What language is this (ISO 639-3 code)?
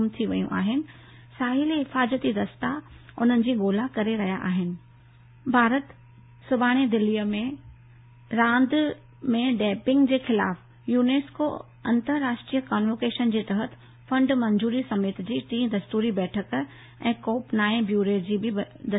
snd